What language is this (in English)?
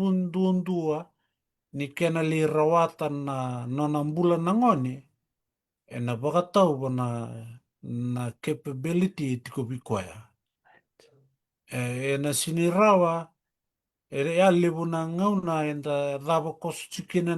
Fijian